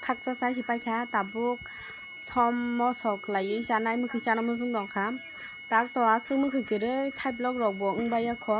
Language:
Kok Borok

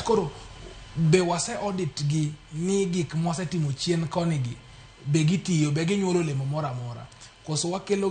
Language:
Luo (Kenya and Tanzania)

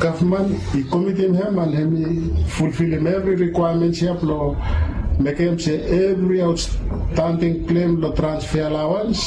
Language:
Bislama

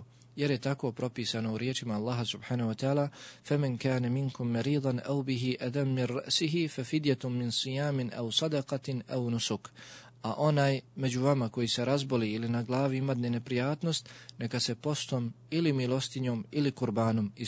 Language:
Bosnian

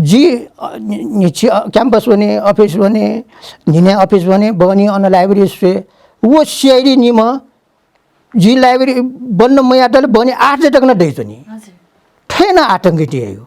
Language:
Newari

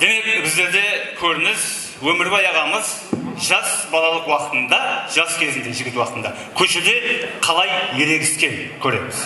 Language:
Kara-Kalpak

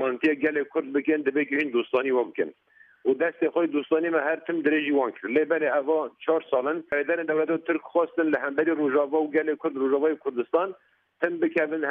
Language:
Kurdish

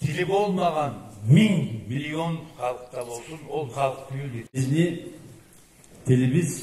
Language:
Karachay-Balkar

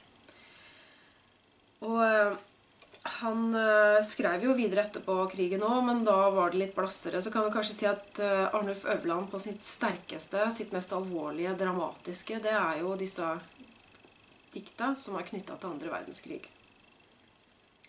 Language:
Norwegian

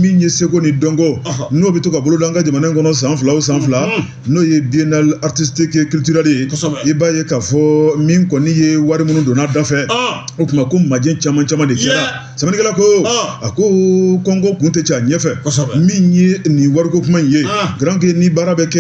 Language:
Bambara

